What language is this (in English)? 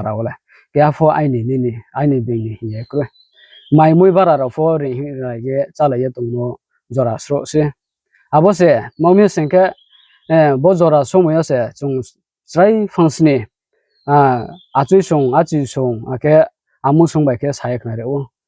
Riang (India)